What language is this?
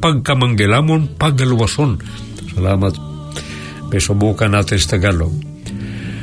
Filipino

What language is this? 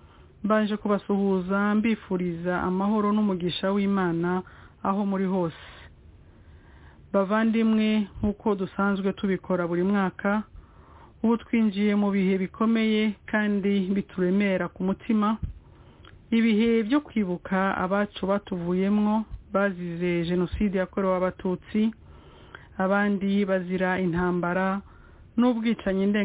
Kinyarwanda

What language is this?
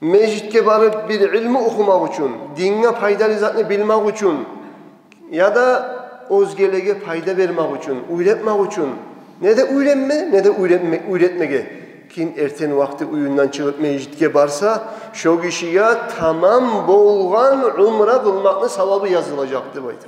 Kumyk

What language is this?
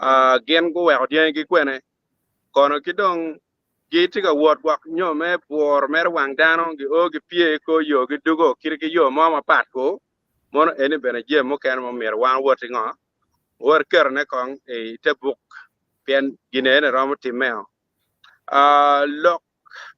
Acoli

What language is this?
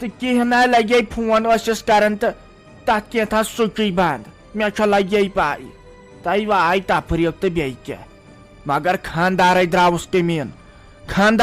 Kashmiri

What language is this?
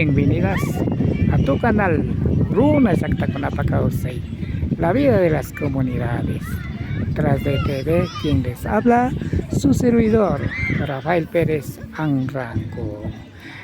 Imbabura Highland Quichua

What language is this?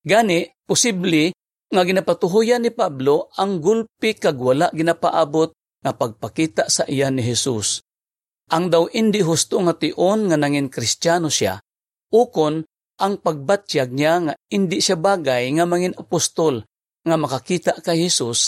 Hiligaynon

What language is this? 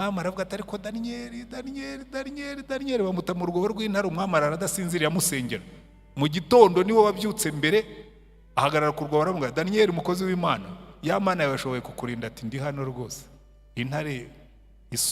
Kinyarwanda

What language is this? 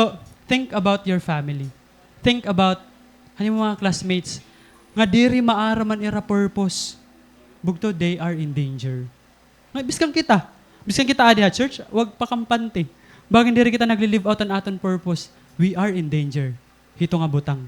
Waray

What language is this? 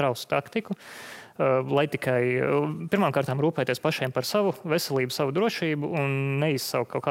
Latvian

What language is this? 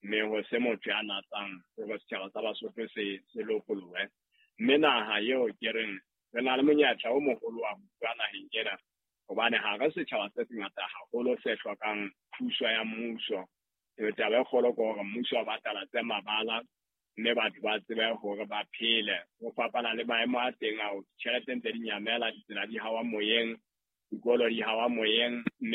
Southern Sotho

